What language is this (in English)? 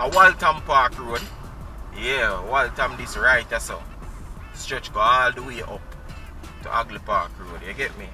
Jamaican Creole English